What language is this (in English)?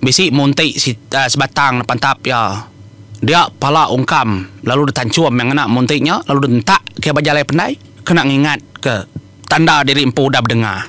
Iban